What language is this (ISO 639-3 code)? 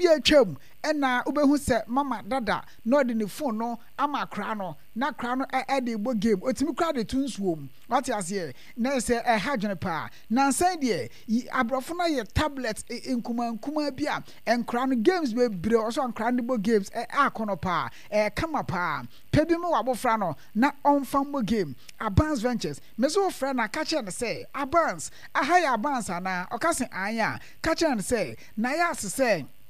aka